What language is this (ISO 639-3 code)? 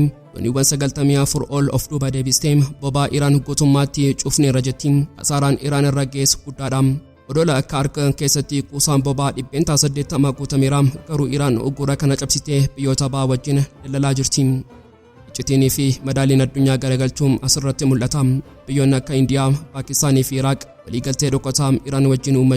orm